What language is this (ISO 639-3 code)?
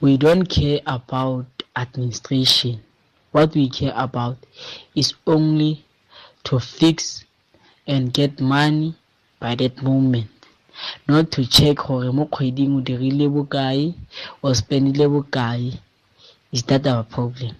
tsn